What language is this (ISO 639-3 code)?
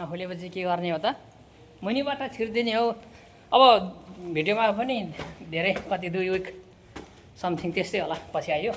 nep